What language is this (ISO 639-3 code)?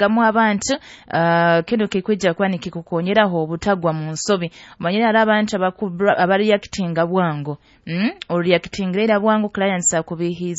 nyo